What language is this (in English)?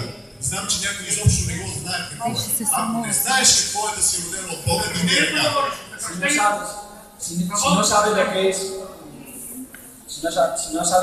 Bulgarian